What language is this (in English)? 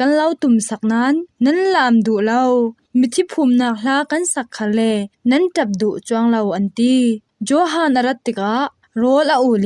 Falam Chin